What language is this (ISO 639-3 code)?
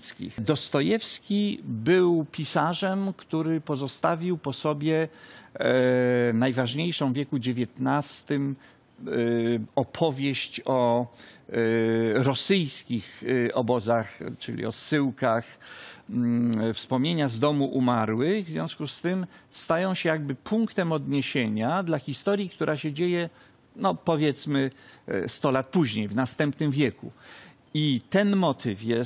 pol